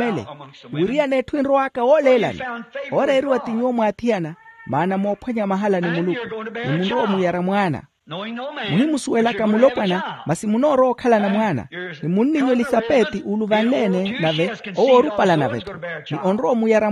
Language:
Makhuwa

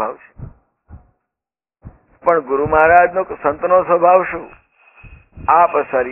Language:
Gujarati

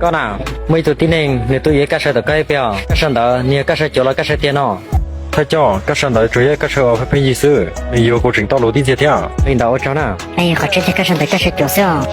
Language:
Hmong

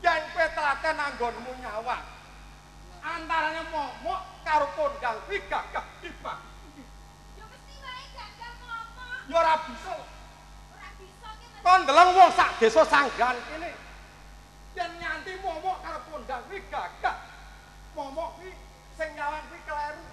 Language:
Javanese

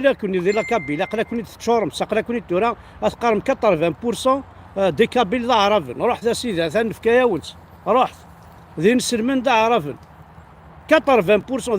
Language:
Kabyle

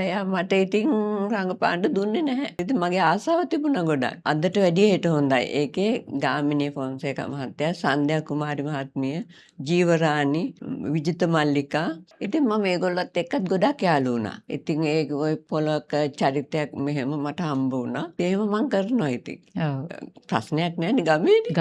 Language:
Sinhala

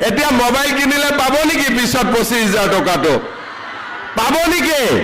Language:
Assamese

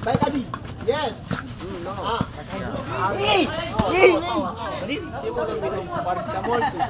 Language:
Ambonese Malay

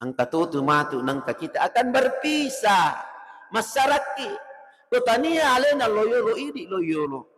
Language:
Buginese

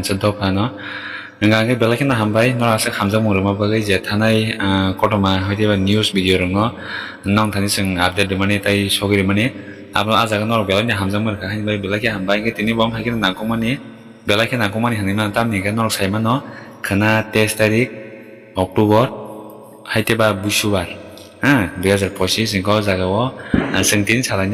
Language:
Kok Borok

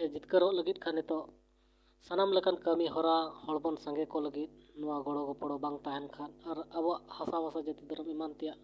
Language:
Santali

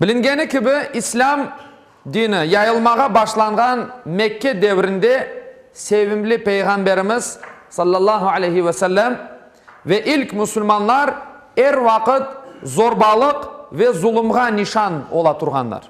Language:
Crimean Tatar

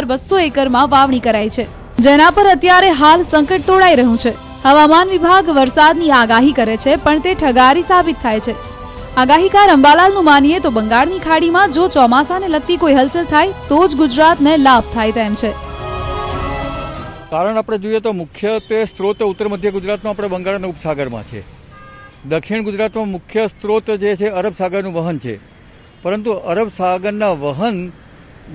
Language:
Gujarati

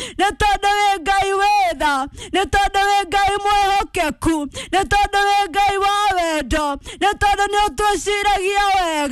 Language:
Kikuyu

